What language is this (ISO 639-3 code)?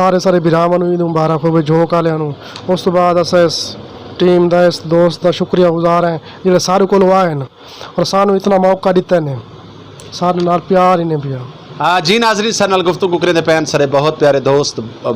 skr